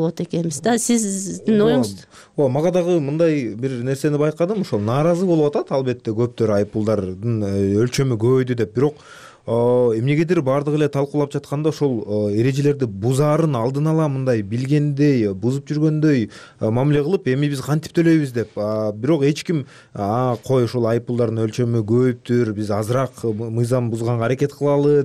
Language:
Kyrgyz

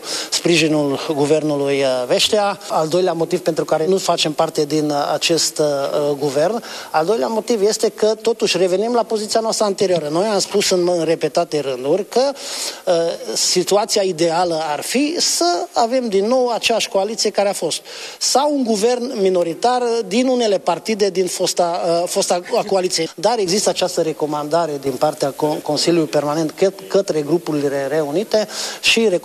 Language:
Romanian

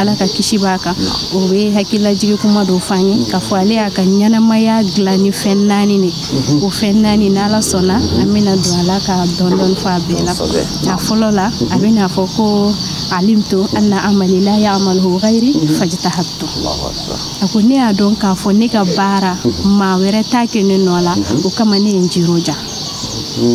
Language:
Bambara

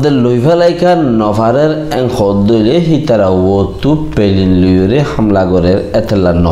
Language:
Rohingya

